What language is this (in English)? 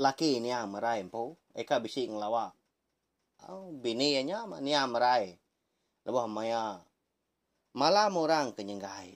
Iban